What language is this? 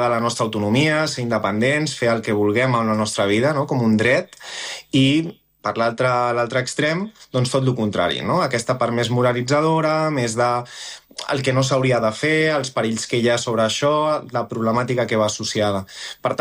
Catalan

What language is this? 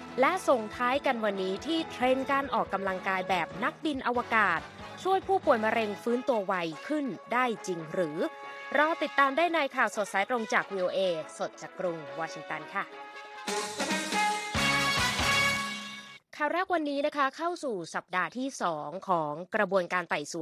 Thai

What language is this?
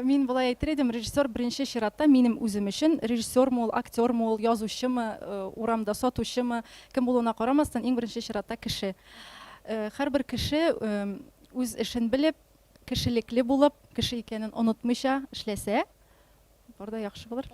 Tatar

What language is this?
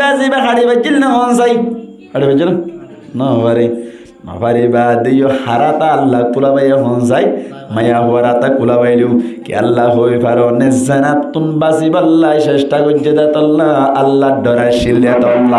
Rohingya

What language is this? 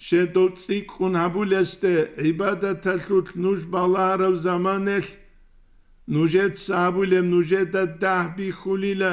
Avaric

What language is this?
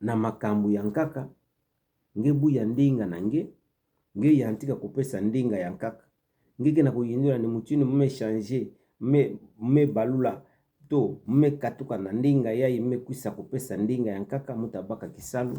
Kituba (Democratic Republic of Congo)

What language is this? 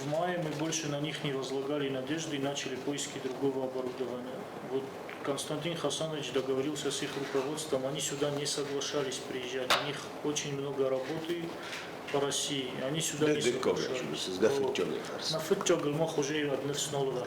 Ossetic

